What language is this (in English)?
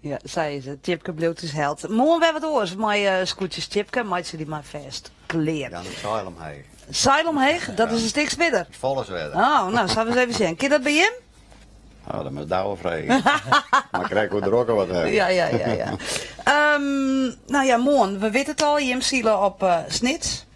Western Frisian